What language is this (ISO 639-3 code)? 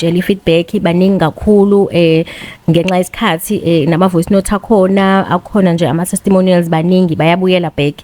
zul